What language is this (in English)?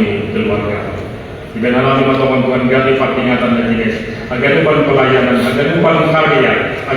Batak Simalungun